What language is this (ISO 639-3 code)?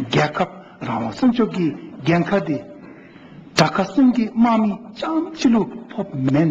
dzo